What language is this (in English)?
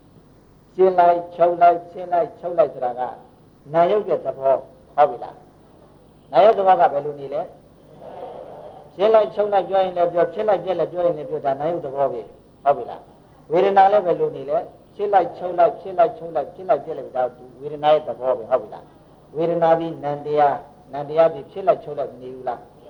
Burmese